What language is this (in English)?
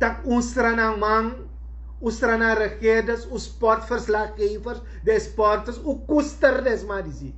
Sranan Tongo